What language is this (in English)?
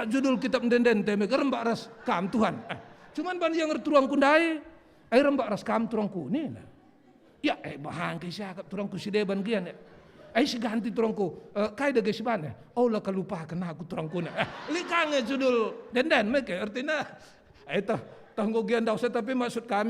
Batak Karo